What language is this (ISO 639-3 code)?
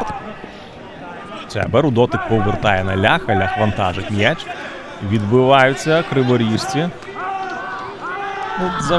ukr